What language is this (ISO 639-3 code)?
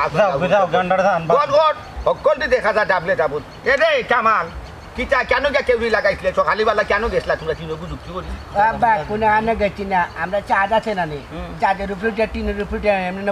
syl